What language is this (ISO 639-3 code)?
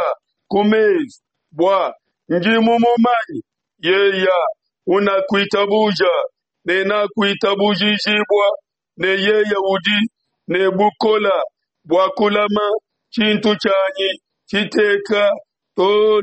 lua